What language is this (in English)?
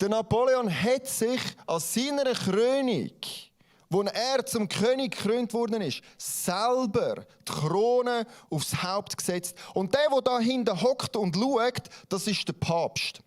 Swiss German